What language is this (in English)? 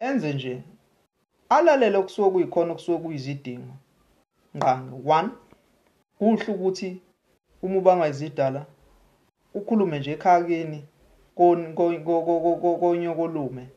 Zulu